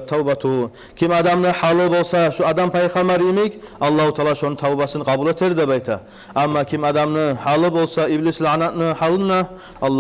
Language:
Kumyk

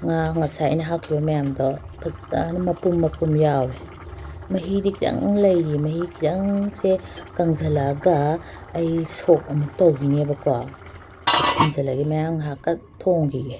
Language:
Manipuri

